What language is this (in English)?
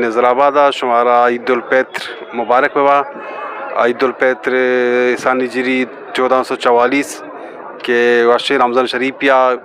Eastern Balochi